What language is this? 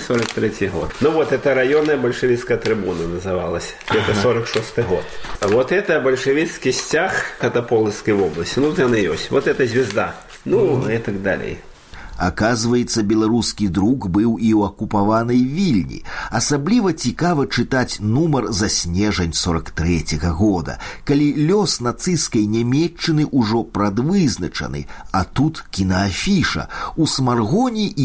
Belarusian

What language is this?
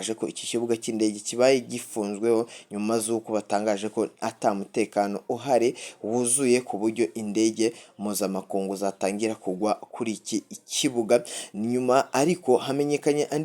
Rundi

